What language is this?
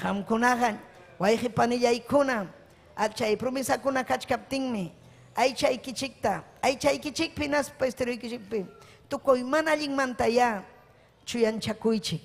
Ayacucho Quechua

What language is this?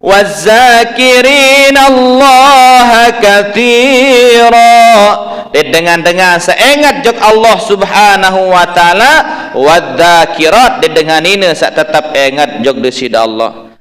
Sasak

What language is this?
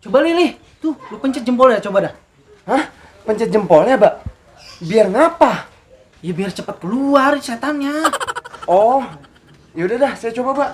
Betawi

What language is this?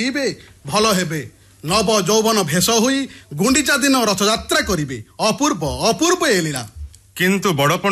Odia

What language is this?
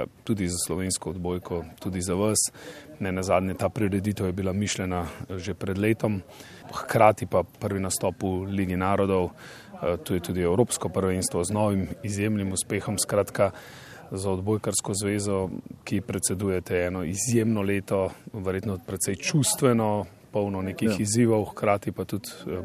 Slovenian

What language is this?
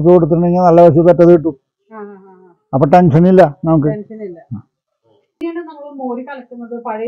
Malayalam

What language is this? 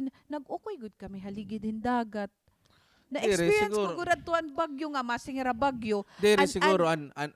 Waray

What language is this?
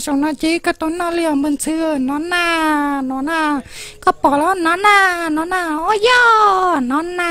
Hmong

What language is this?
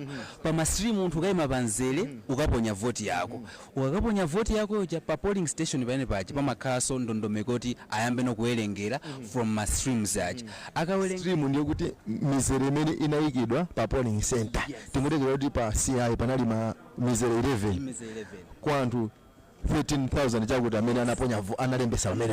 Nyanja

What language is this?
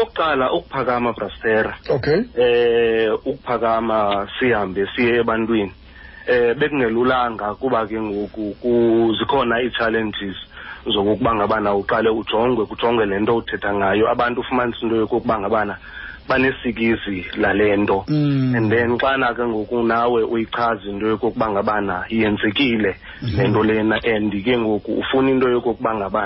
Xhosa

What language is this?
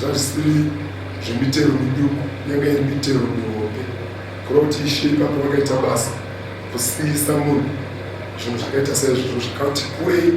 Shona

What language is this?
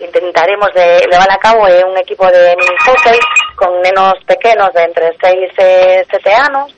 Galician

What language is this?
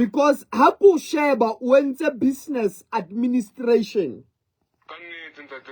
Southern Sotho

